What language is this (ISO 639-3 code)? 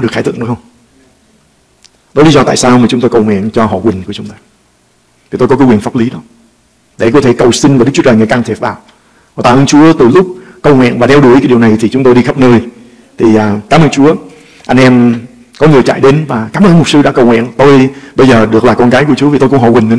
vie